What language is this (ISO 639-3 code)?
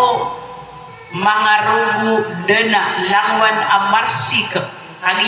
mrw